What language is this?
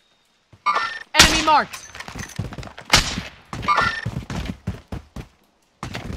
Greek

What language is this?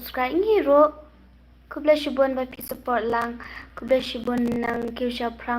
Khasi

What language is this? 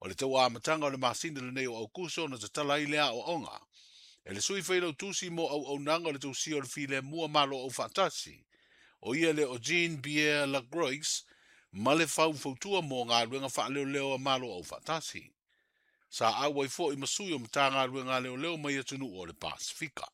Samoan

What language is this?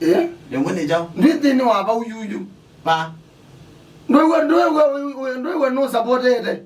Kamba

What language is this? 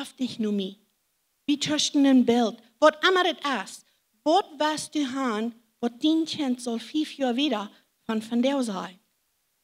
Plautdietsch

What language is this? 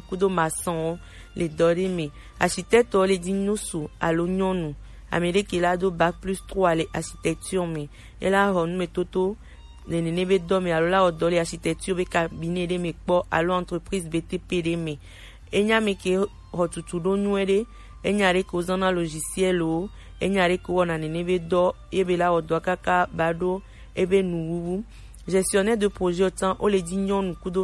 Gen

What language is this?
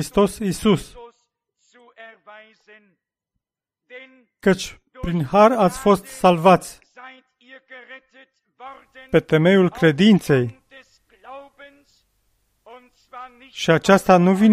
Romanian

